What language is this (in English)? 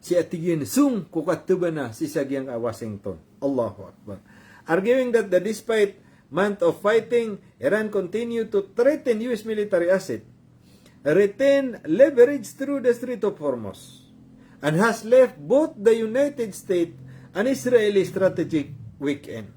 Maranao